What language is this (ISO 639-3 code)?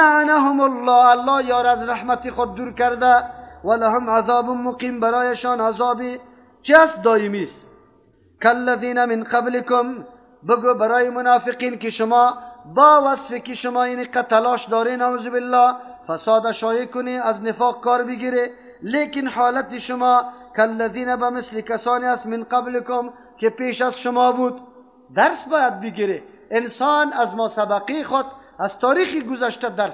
fas